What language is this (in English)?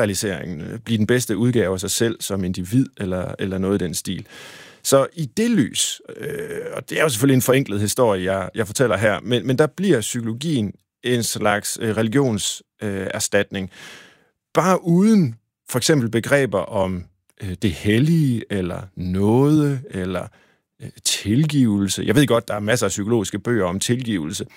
Danish